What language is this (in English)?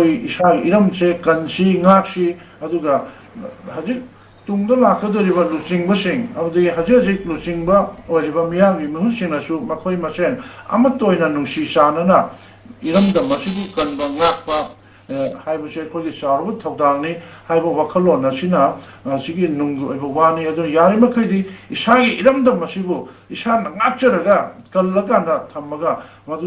Manipuri